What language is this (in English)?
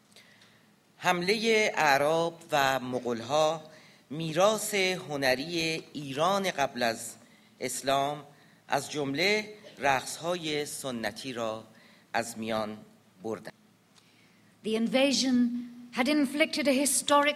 Persian